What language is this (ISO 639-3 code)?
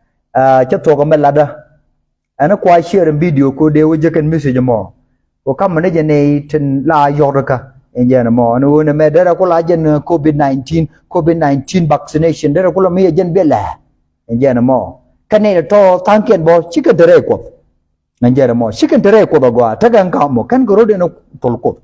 nus